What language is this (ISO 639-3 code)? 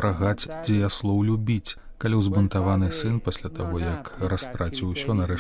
bel